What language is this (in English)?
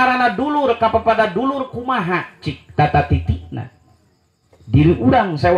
Sundanese